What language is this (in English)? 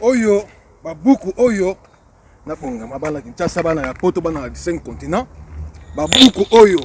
Lingala